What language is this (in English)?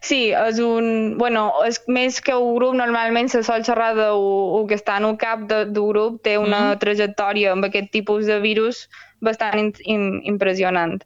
Catalan